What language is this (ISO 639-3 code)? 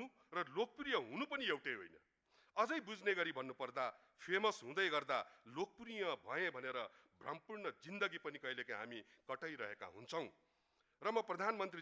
nep